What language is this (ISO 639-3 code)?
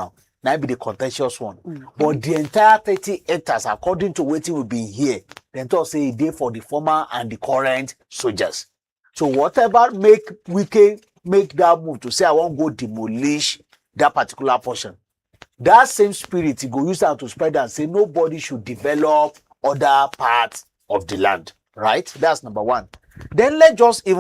pcm